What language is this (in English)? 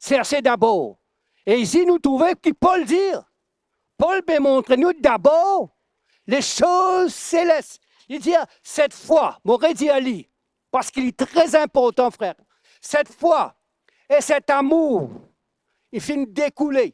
Morisyen